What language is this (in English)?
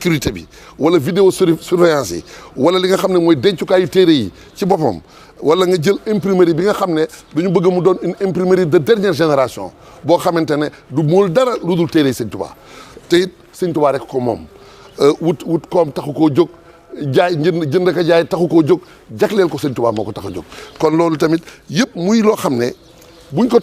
Wolof